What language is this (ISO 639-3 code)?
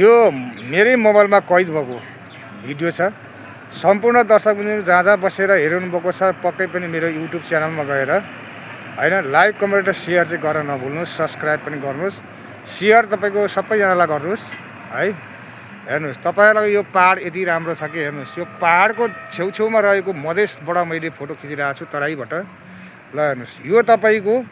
nep